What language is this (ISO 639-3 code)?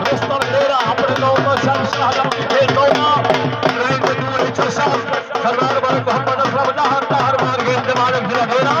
skr